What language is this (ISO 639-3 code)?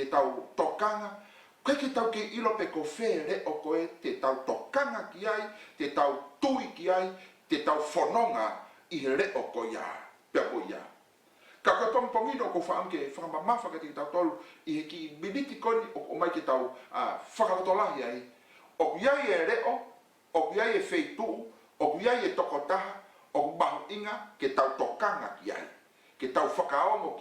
ton